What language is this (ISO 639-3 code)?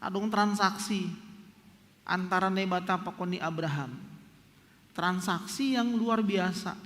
bts